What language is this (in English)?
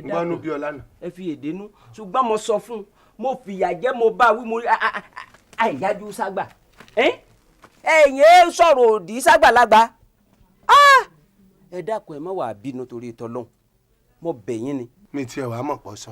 Yoruba